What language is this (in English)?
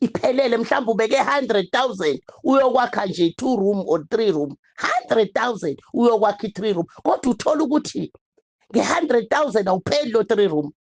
Zulu